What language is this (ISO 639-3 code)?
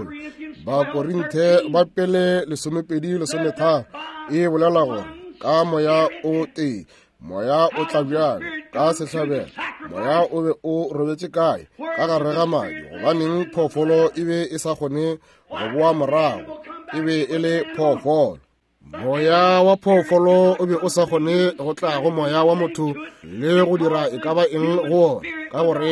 nso